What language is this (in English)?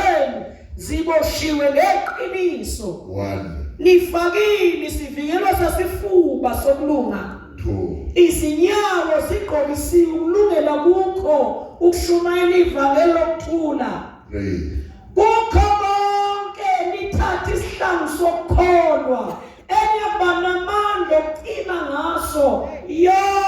Zulu